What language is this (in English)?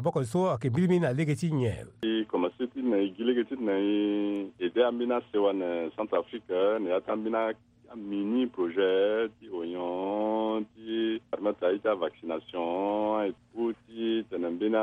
Sango